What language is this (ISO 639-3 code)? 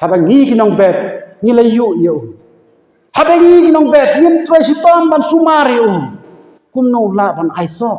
kha